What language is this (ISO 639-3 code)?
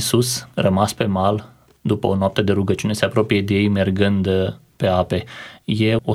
ron